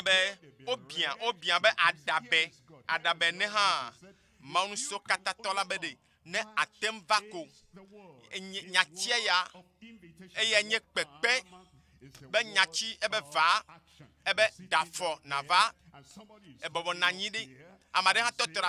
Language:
Ewe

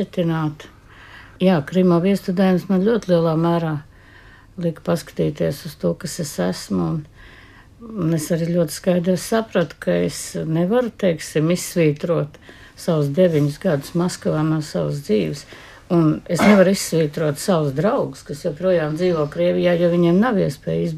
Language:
Latvian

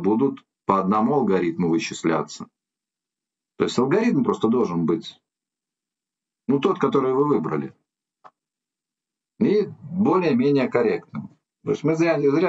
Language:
Russian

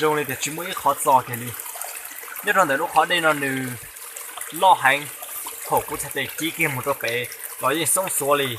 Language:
Hmong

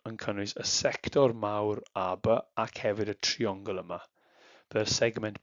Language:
Welsh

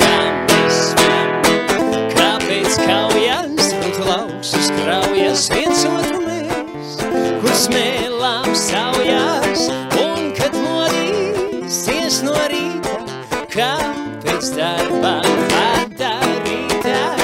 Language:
Latvian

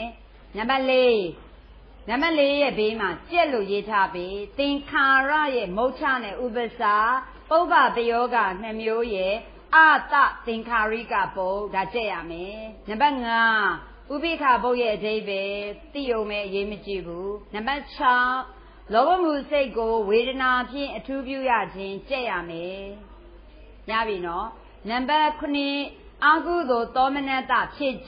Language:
Burmese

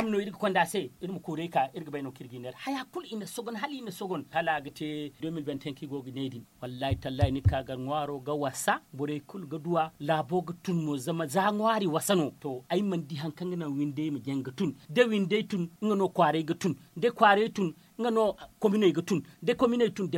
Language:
Zarma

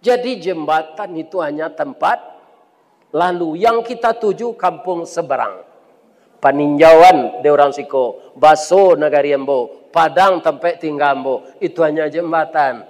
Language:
Minangkabau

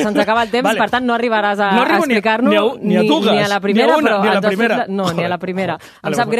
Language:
Catalan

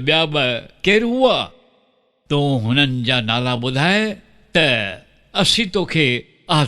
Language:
Sindhi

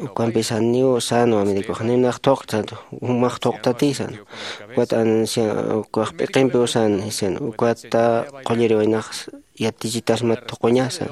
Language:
Aymara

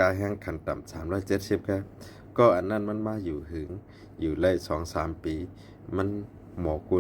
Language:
Shan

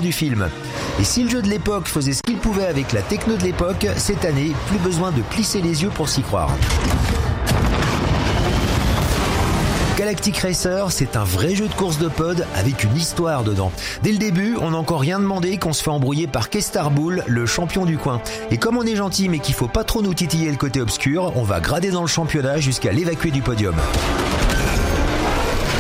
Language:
French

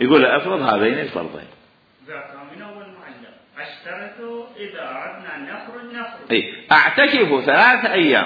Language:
Mesopotamian Arabic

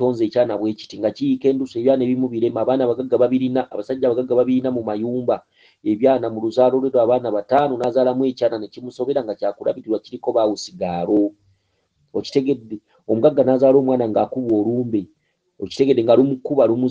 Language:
Ganda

